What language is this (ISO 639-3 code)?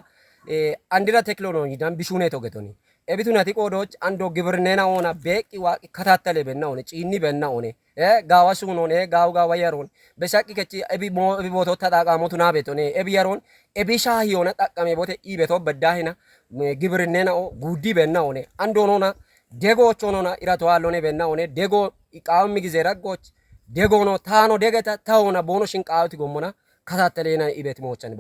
kbr